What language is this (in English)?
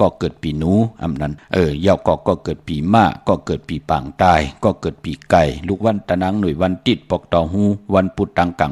Shan